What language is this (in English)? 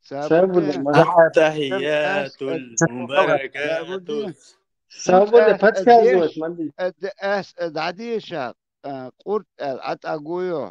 Chechen